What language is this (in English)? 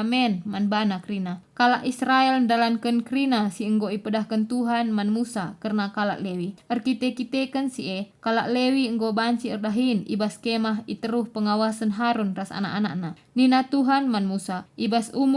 Batak Karo